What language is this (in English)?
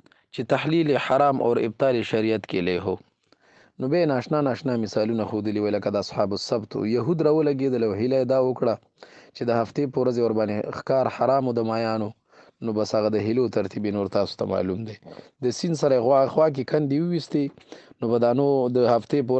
Pashto